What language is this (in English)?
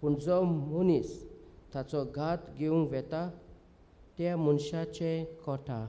Konkani